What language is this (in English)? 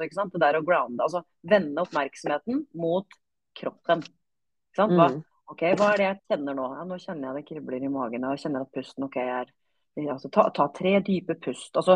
Norwegian